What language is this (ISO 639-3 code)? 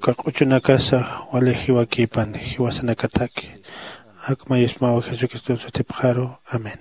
aym